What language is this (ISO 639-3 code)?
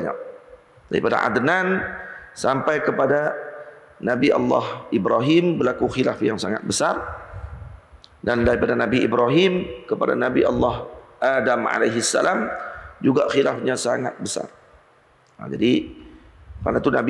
msa